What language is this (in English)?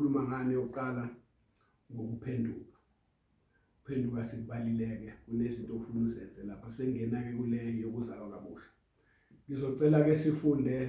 Zulu